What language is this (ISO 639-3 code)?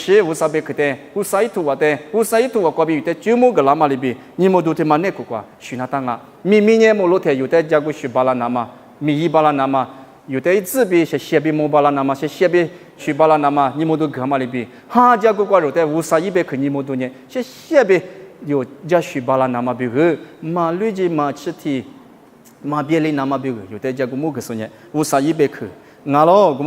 lis